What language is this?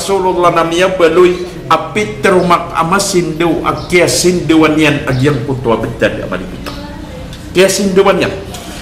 Maranao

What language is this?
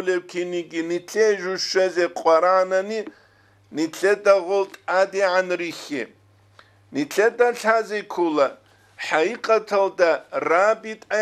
Avaric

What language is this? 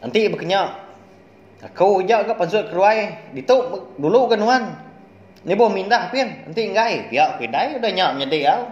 Iban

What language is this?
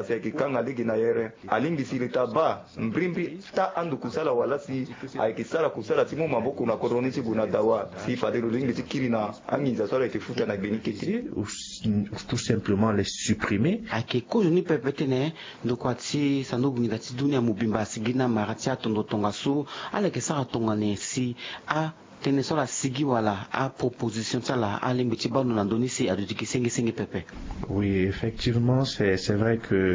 Sango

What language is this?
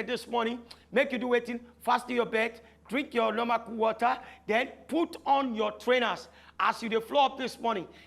Nigerian Pidgin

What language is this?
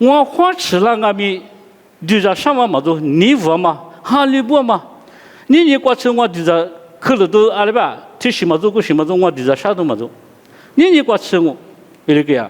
Lisu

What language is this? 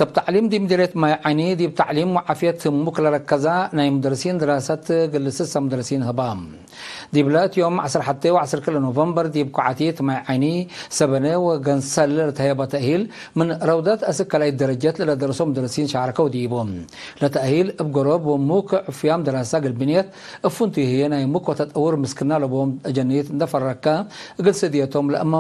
Tigre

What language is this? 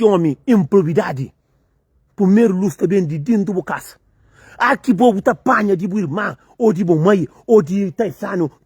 Kabuverdianu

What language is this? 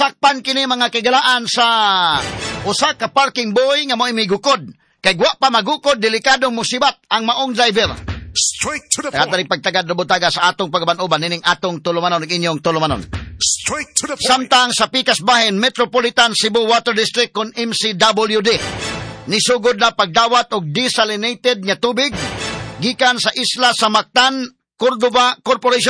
Cebuano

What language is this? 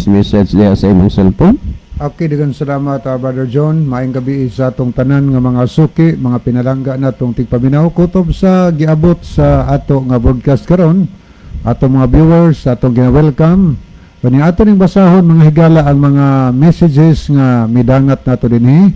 Cebuano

